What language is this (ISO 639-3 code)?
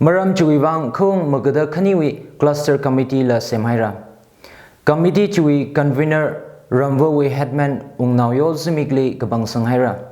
nmf